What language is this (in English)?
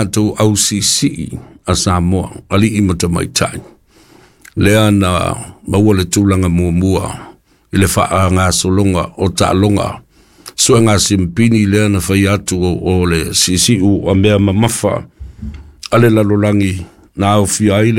Samoan